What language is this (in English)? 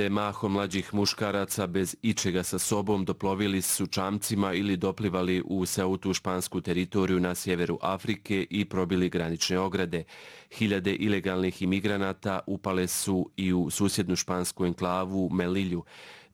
Bosnian